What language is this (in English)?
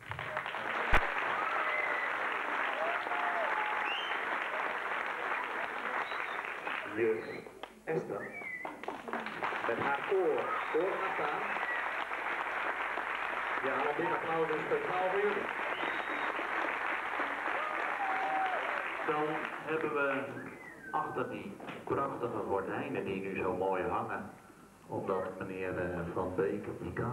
Dutch